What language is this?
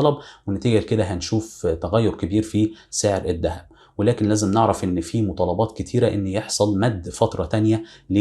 Egyptian Arabic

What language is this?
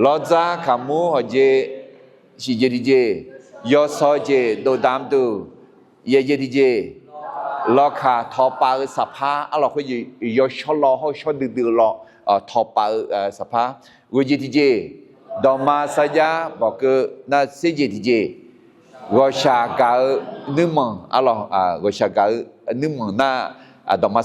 Akha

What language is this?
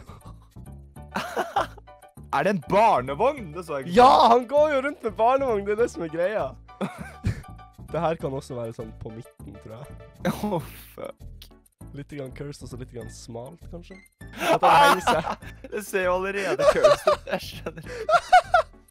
Norwegian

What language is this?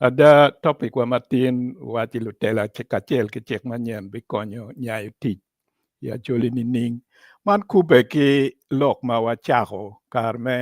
Acoli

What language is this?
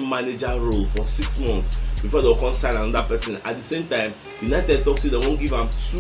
Nigerian Pidgin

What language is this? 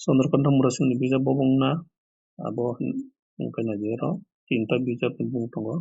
Kok Borok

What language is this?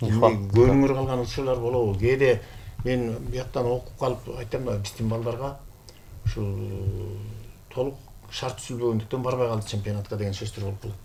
Kyrgyz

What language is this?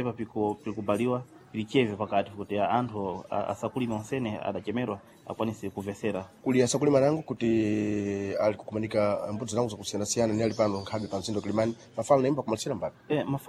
Sena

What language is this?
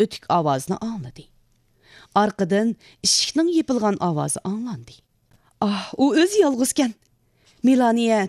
Uyghur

